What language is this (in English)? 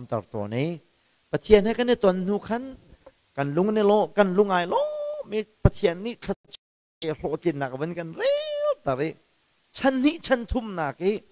Hakha Chin